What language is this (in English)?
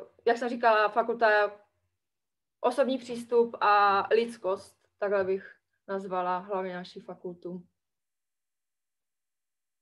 Czech